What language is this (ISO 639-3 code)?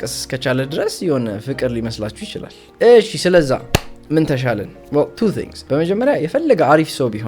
amh